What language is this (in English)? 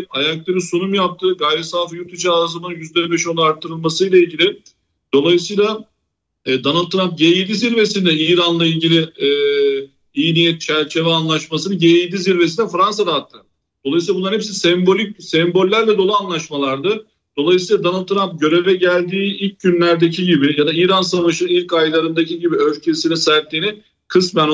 Turkish